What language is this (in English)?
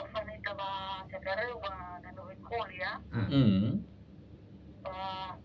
Nias